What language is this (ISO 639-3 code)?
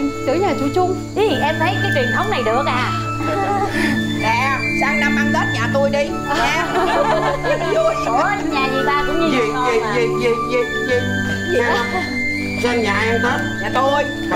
vie